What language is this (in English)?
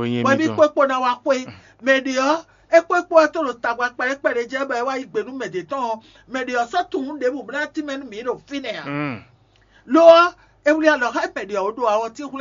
Fon